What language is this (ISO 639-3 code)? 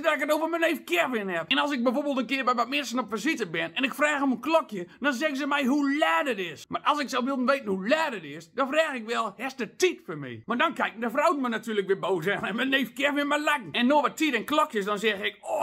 gos